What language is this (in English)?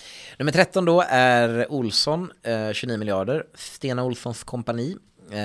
Swedish